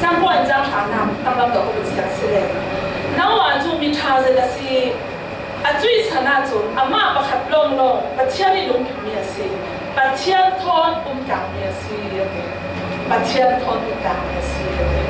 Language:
Falam Chin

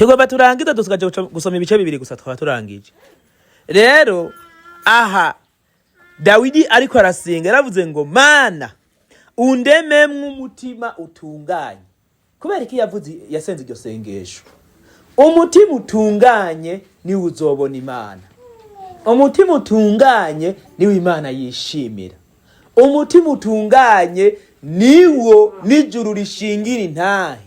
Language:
Rundi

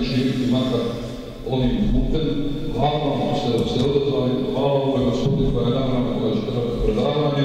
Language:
Bosnian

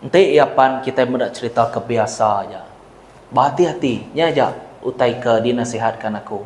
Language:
Iban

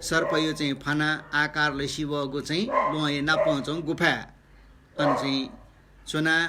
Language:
Newari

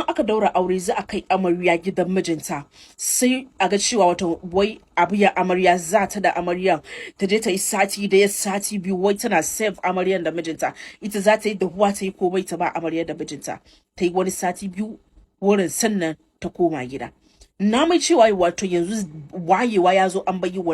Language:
Hausa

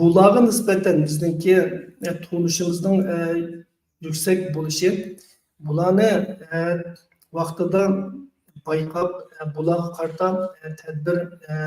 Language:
Uyghur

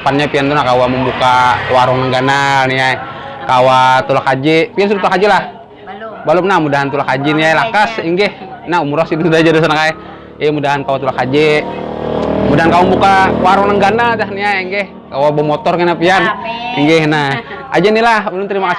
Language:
Banjar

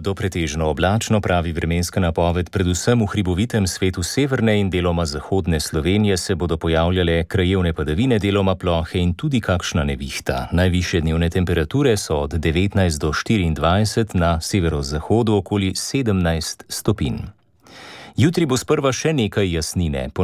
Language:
Slovenian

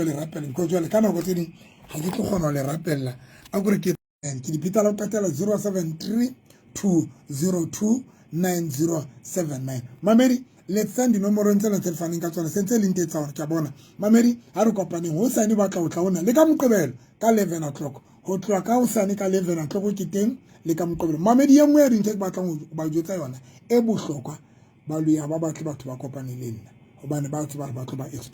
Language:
Southern Sotho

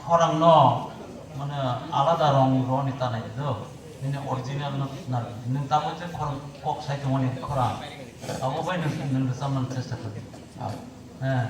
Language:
Kok Borok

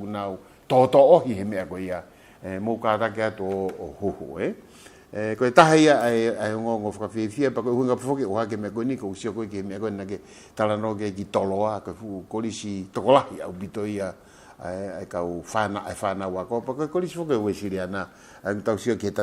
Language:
Tongan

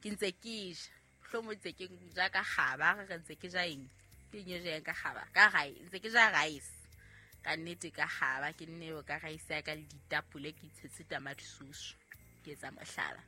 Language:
Southern Sotho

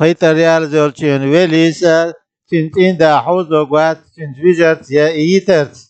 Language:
Chechen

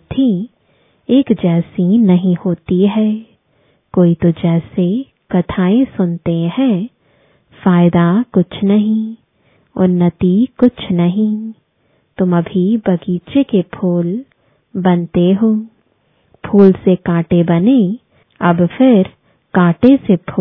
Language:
Hindi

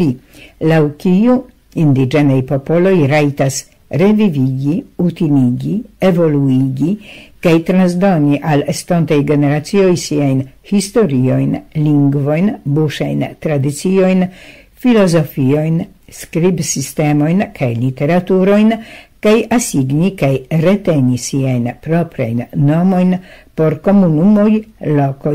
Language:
Esperanto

